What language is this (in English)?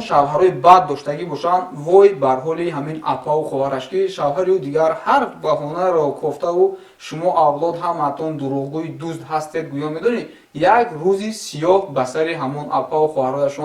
Tajik